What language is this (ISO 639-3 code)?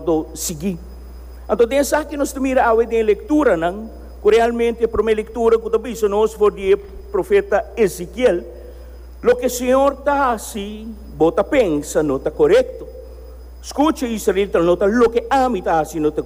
pap